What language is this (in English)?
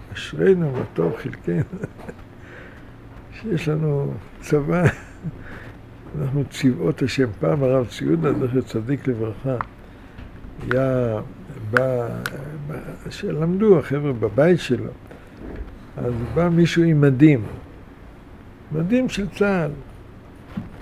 Hebrew